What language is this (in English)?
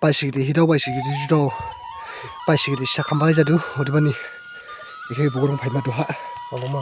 Dimasa